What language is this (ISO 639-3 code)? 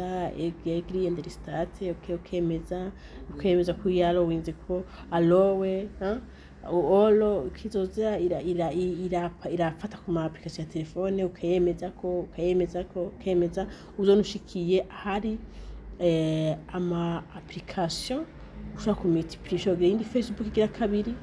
run